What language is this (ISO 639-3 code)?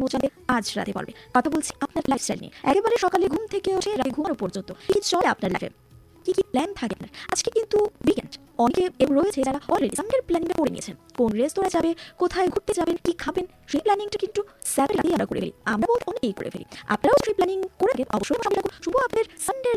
ben